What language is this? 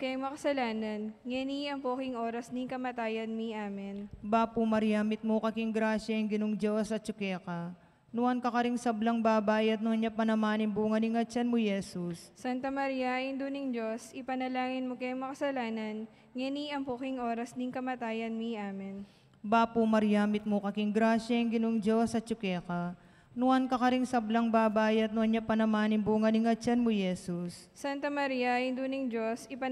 Pampanga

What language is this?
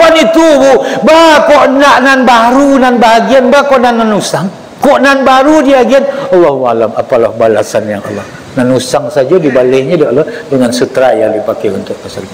Minangkabau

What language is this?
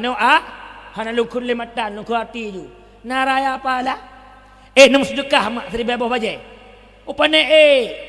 Achinese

